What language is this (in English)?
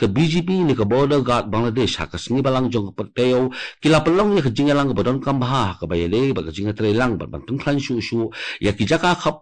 Khasi